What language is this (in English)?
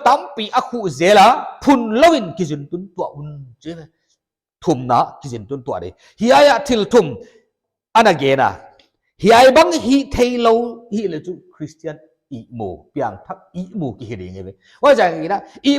Paite Chin